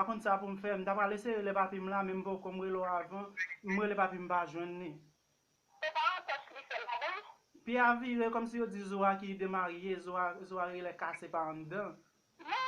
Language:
Haitian Creole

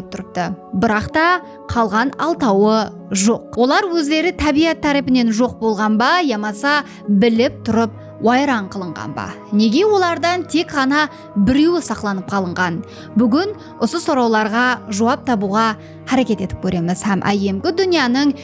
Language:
Kara-Kalpak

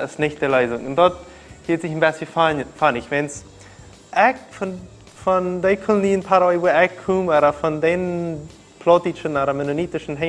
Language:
Plautdietsch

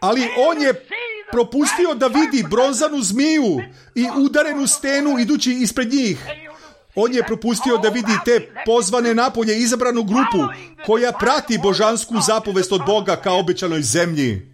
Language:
Serbian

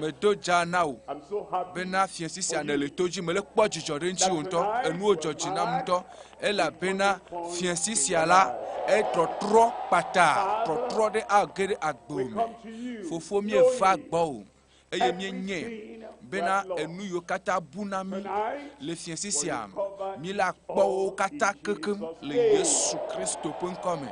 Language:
Ewe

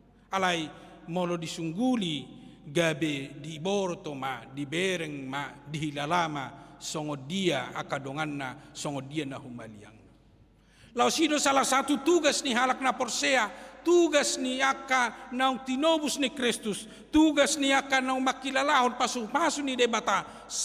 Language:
Batak Toba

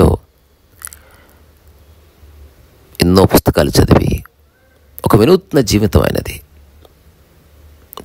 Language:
Telugu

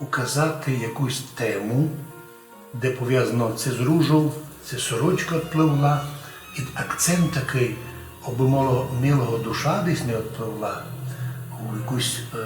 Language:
Rusyn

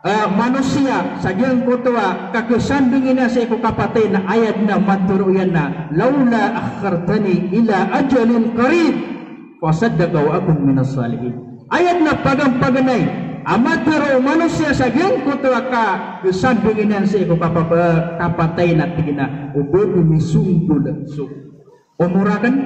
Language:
Maranao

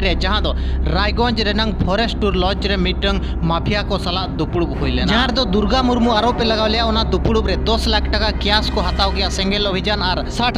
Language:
Santali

